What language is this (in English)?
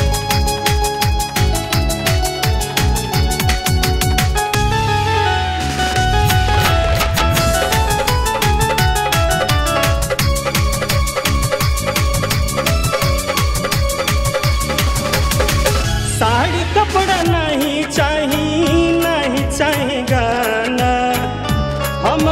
Bhojpuri